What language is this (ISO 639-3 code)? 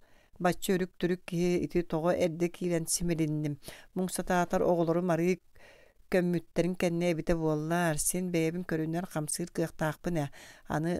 sah